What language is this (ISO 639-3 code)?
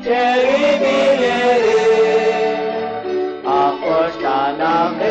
kek